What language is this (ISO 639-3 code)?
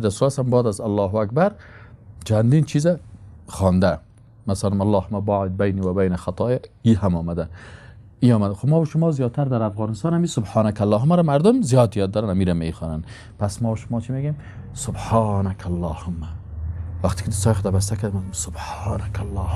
tgk